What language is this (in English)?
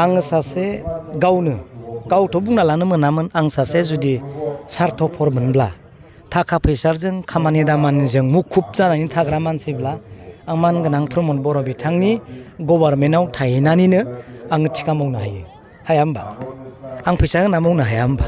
Bodo